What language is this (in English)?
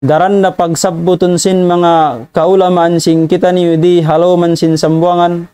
Tausug